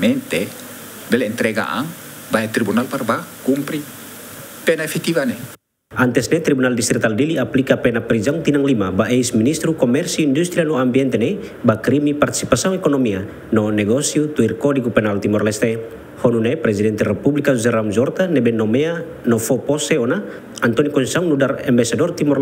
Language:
Tetum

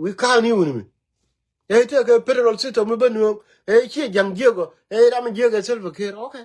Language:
Nuer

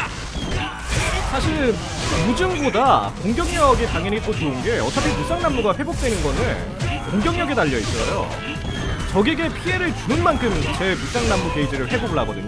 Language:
Korean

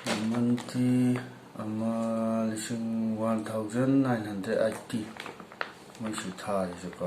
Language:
Manipuri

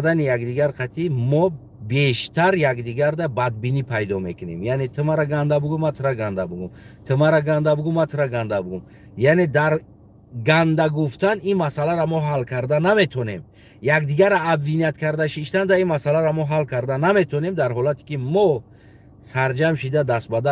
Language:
Tajik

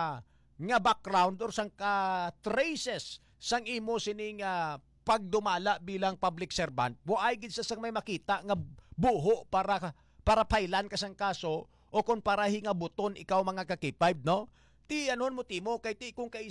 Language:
Hiligaynon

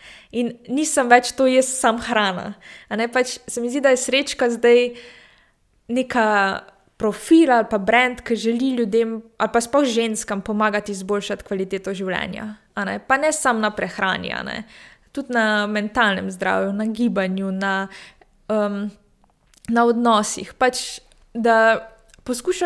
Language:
Slovenian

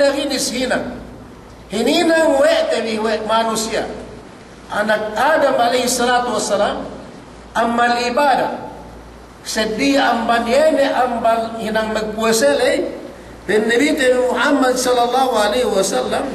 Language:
Yakan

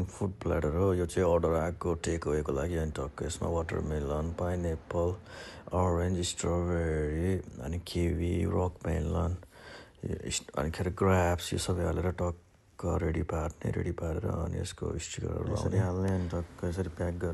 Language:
Nepali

